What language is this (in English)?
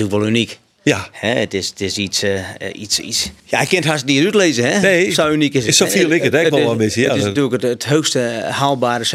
Western Frisian